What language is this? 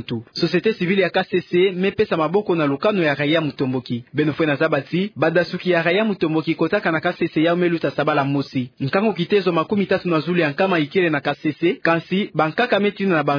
Kituba (Democratic Republic of Congo)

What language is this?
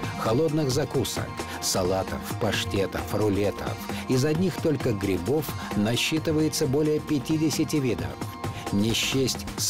Russian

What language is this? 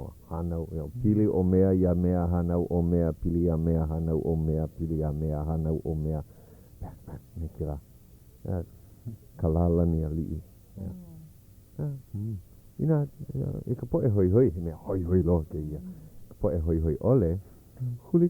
Hawaiian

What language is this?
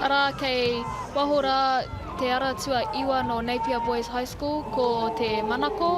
Māori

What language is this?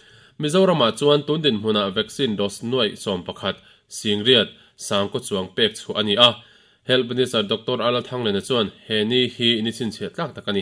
Mizo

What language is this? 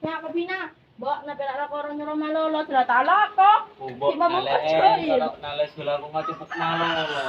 Madurese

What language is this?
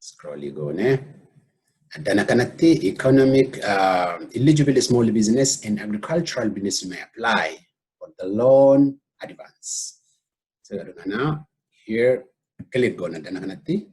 Oromo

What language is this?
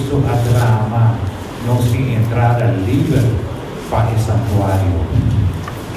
Papiamento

